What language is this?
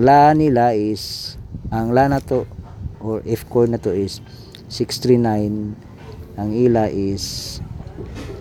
Cebuano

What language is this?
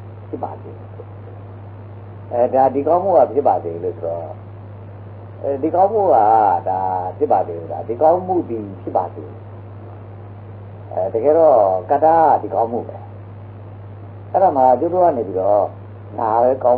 Burmese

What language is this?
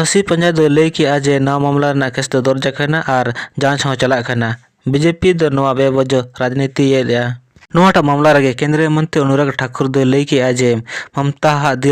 Santali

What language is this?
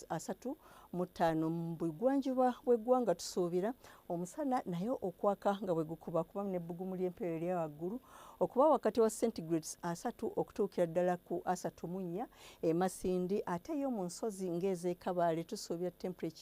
Ganda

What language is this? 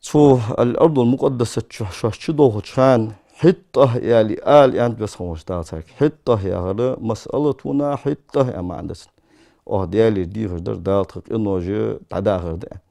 Ingush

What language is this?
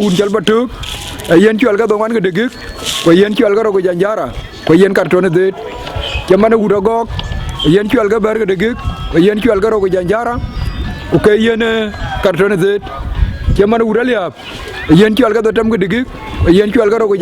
Dinka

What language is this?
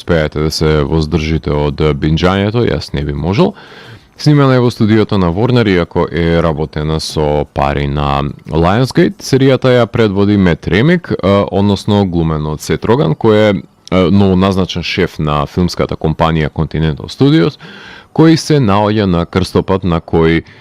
Macedonian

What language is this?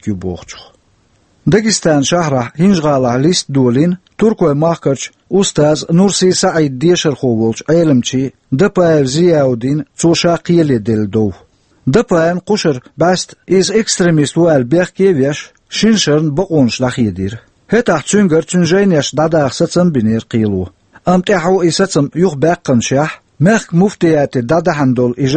Chechen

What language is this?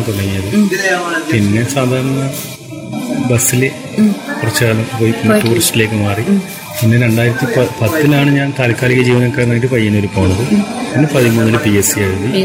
Malayalam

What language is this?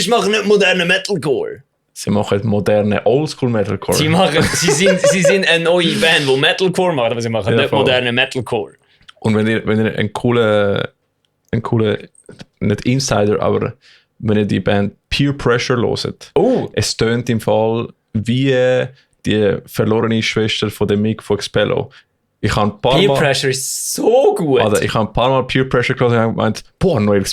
Swiss German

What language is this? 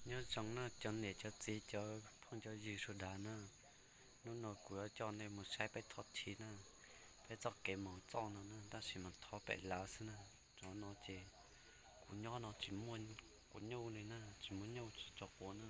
Hmong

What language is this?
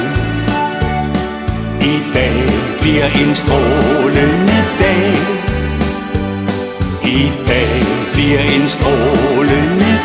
Danish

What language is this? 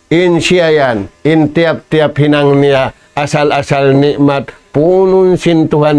Tausug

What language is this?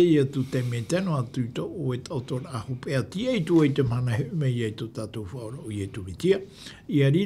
Tahitian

